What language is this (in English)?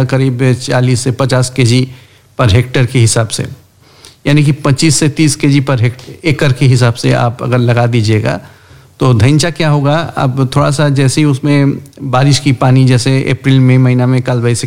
Hindi